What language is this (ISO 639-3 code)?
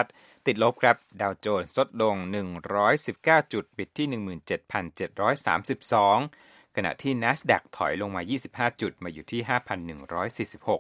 tha